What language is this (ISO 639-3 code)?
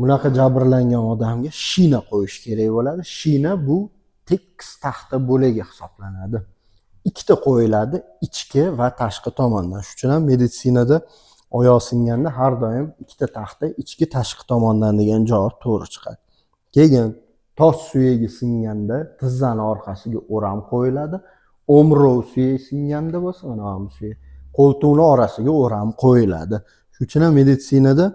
uzb